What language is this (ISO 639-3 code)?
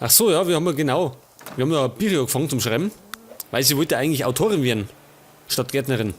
bar